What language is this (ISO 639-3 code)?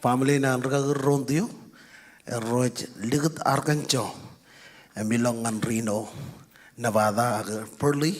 mah